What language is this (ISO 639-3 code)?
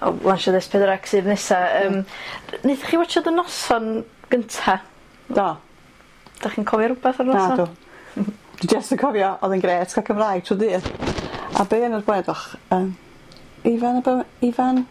cym